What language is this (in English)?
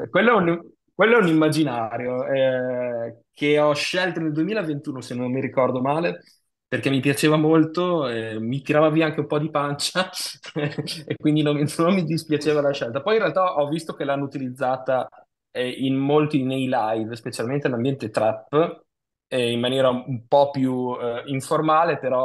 Italian